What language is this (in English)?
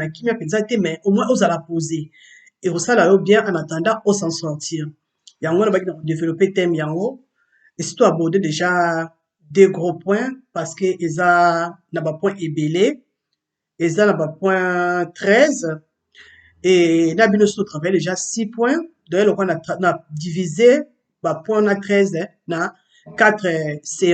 Lingala